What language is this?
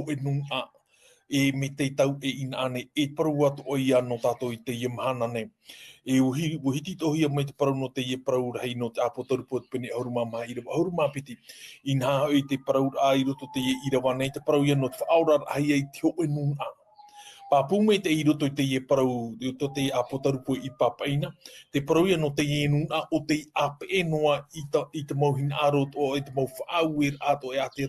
Tahitian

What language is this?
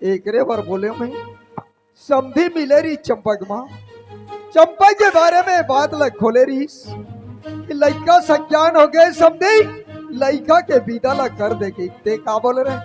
Chhattisgarhi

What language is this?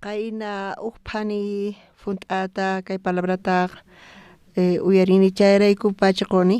South Bolivian Quechua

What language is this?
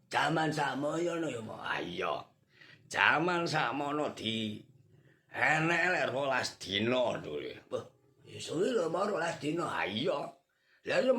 Javanese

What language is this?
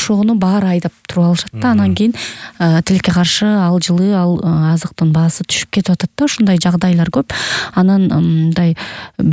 Kyrgyz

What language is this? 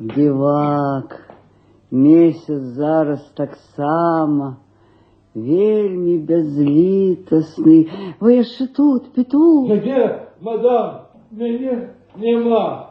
Belarusian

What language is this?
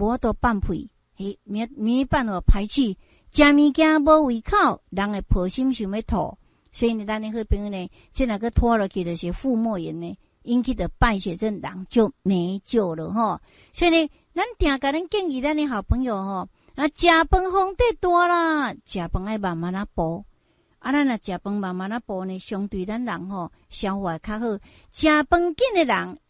Min Nan Chinese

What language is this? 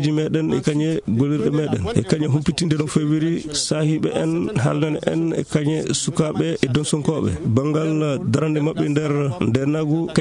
Maasina Fulfulde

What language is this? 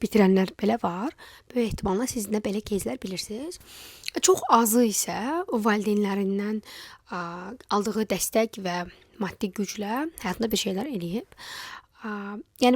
Azerbaijani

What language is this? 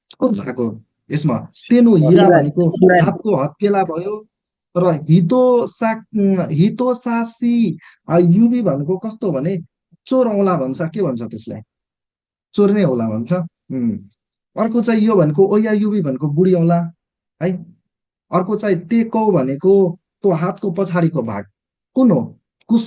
Nepali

